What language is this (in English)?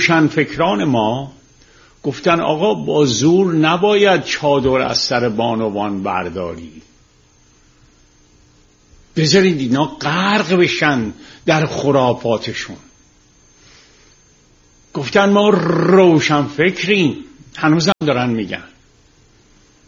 Persian